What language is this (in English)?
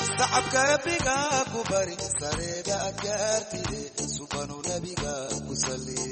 Somali